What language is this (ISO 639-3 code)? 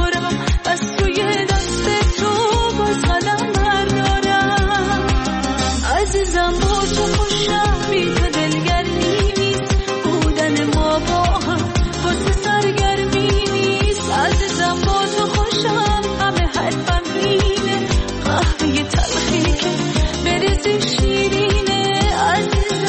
fas